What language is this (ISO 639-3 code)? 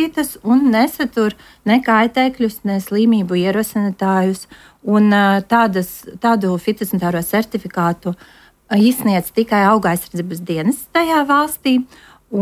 lav